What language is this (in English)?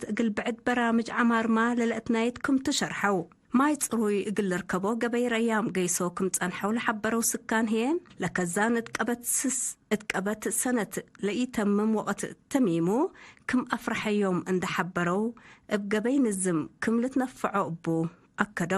Tigre